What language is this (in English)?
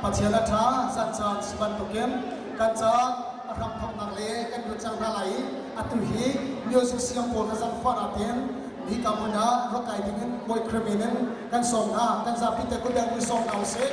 Hakha Chin